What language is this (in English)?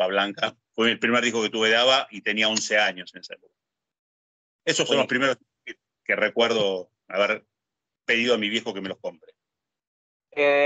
Spanish